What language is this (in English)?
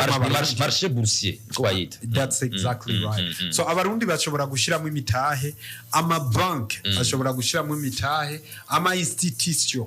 Rundi